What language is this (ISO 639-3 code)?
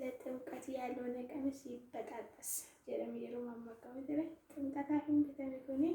orm